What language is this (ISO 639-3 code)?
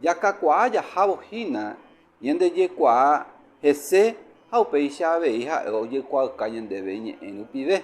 grn